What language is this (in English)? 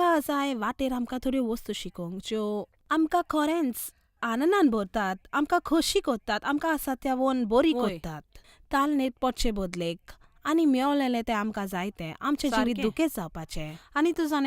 Konkani